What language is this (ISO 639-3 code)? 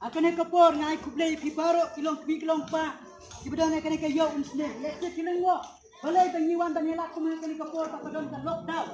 kha